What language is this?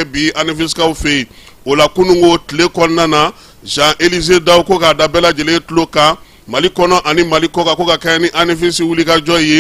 Bambara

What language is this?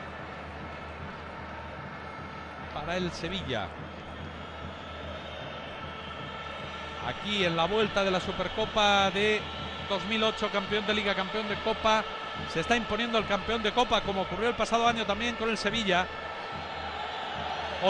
Spanish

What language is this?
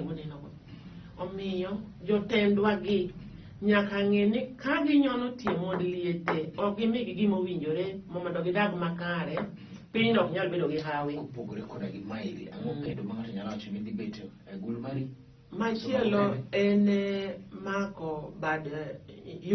Luo (Kenya and Tanzania)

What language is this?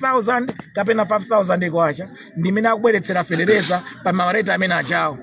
Nyanja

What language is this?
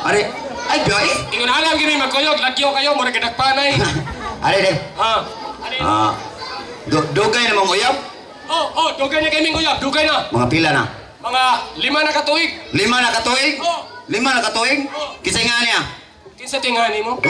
Cebuano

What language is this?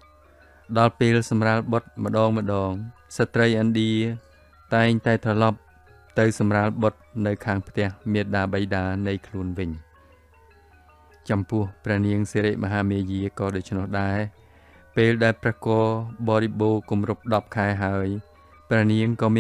Khmer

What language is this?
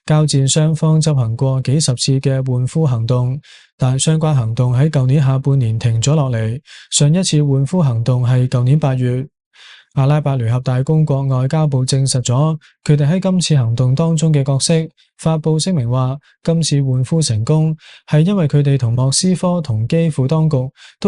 Cantonese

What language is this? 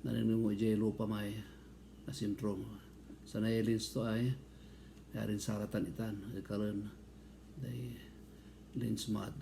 Pangasinan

